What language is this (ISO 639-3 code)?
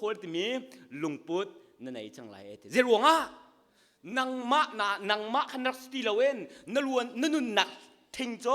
cnh